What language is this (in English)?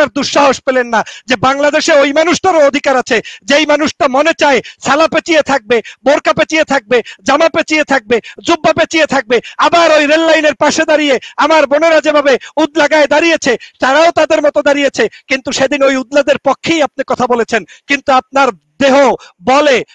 Bangla